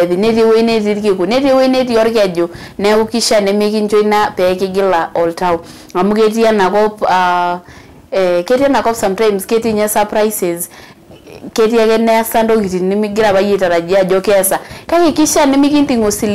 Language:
Masai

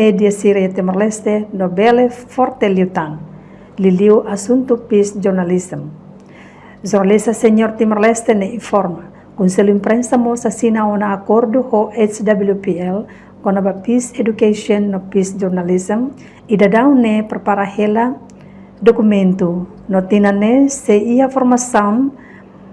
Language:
Tetum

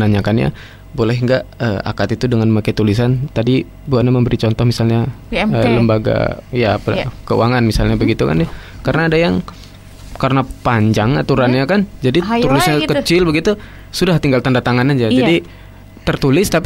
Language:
Indonesian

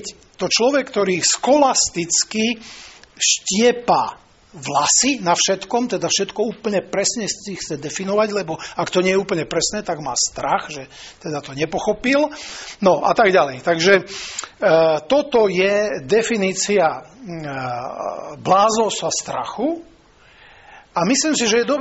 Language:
Slovak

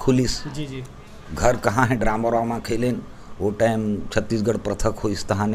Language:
Chhattisgarhi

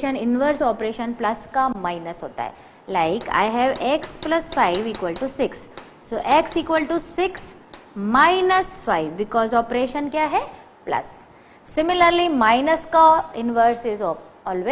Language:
Hindi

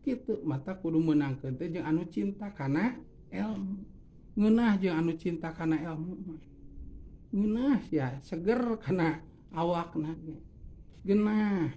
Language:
Sundanese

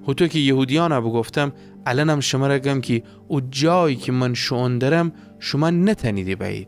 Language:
Gilaki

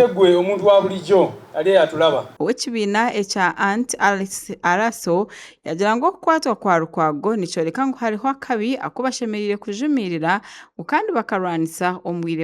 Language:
Nyankole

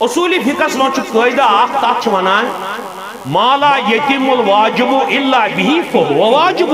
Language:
Kashmiri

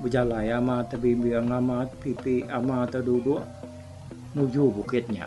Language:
Iban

